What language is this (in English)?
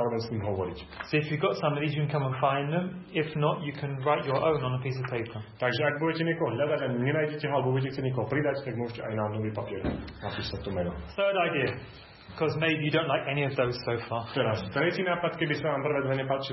Slovak